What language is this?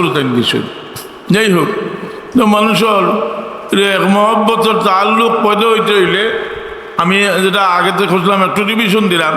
Sylheti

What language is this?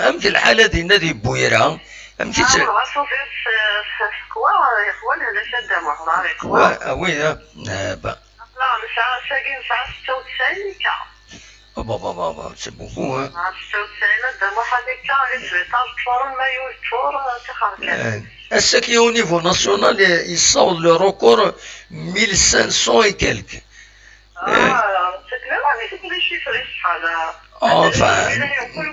Kabyle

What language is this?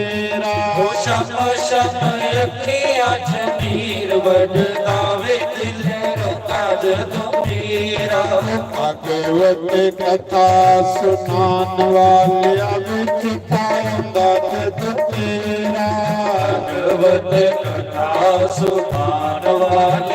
Dogri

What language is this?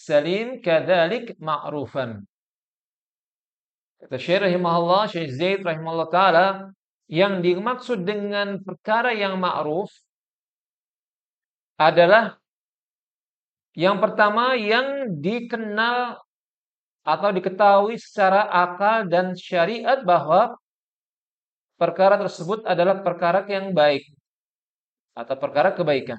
Indonesian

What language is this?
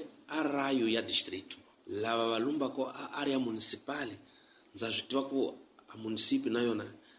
Tsonga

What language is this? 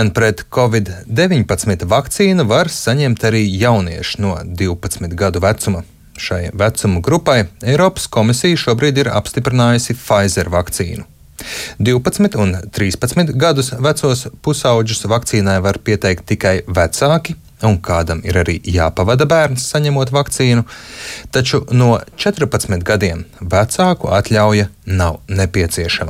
Latvian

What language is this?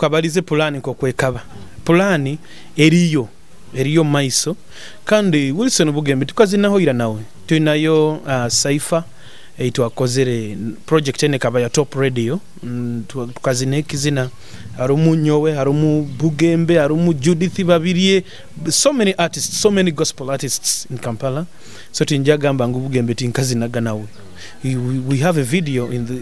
Nyoro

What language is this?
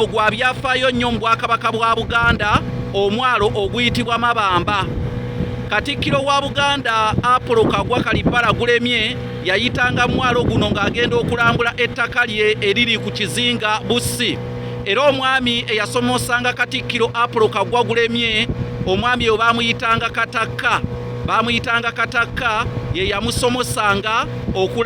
Ganda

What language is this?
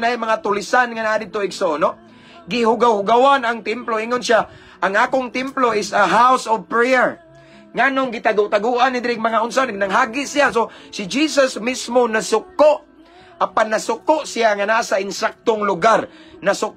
Cebuano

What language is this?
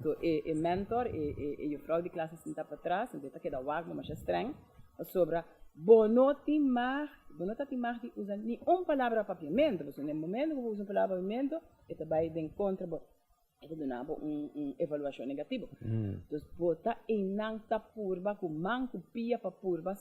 Papiamento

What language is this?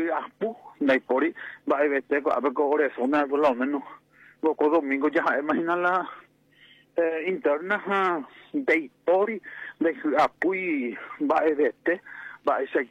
Guarani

